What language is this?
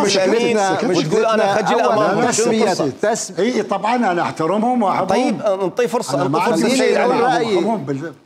Mesopotamian Arabic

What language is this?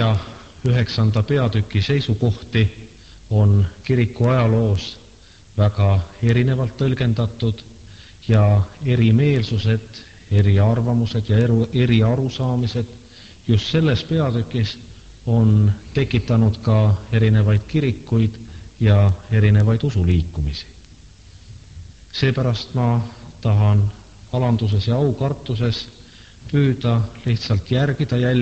Estonian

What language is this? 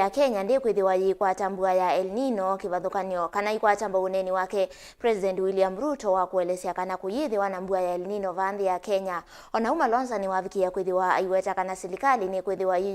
Kamba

